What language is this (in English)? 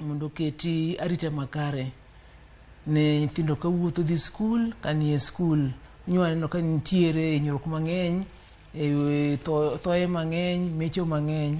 Luo (Kenya and Tanzania)